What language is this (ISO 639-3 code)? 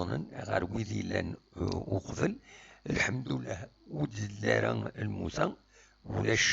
kab